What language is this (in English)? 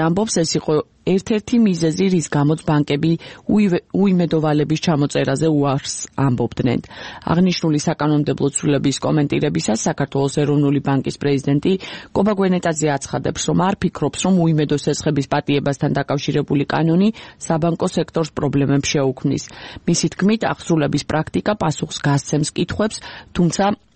Georgian